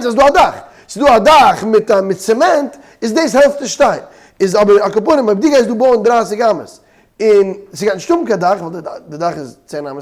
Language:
Yiddish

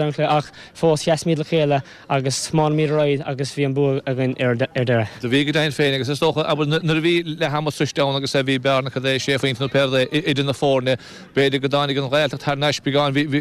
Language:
Irish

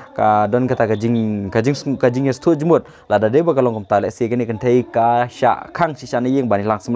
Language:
Khasi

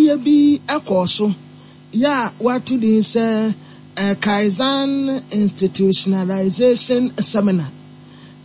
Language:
Akan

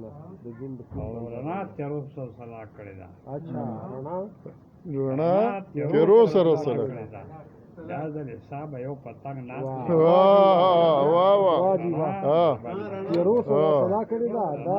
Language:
Pashto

